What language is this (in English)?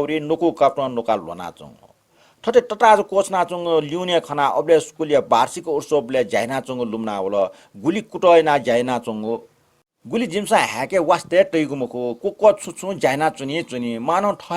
Newari